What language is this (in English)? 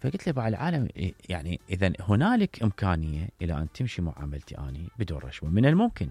Mesopotamian Arabic